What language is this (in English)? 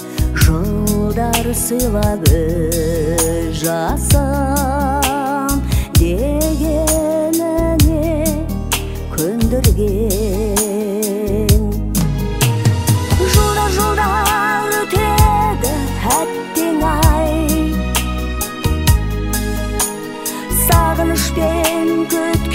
Kazakh